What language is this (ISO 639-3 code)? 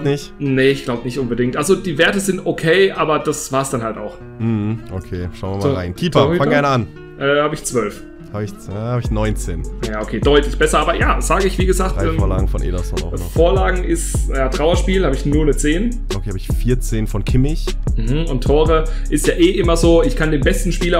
deu